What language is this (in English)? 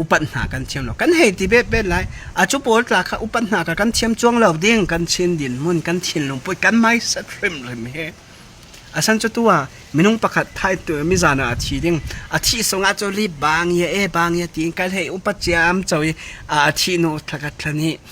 Falam Chin